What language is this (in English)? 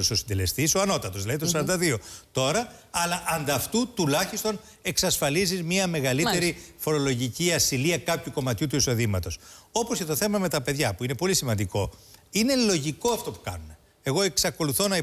Greek